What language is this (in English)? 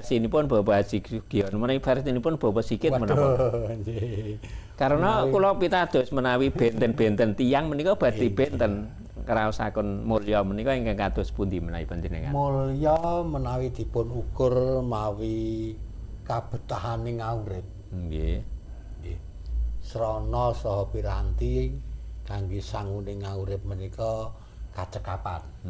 Javanese